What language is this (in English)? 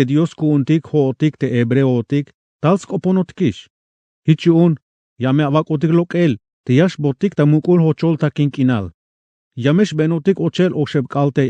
Tzeltal